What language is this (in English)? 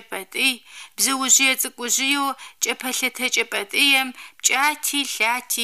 Adyghe